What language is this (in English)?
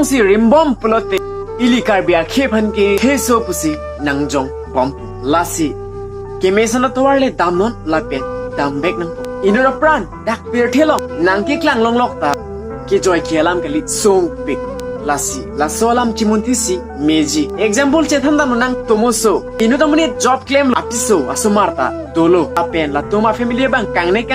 Karbi